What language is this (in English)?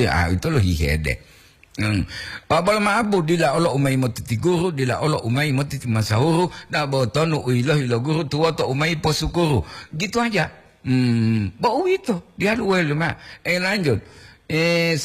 Gorontalo